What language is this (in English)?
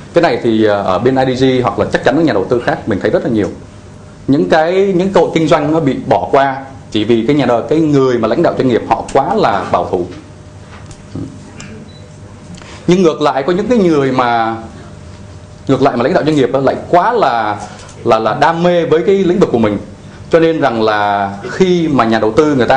Vietnamese